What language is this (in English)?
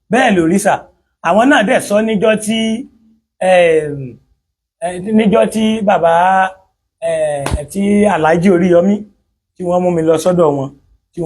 Yoruba